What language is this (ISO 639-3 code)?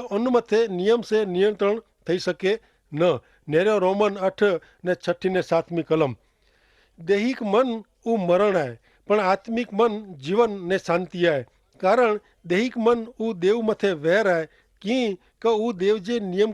kfr